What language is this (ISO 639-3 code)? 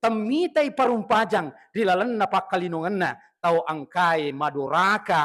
bug